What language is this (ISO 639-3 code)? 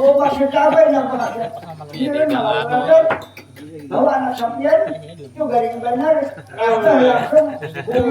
bjn